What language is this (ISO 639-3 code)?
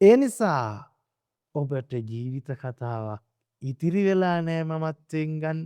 sin